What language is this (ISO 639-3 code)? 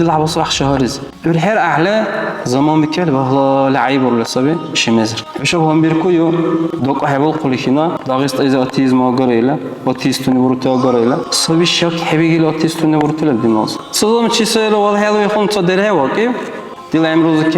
dar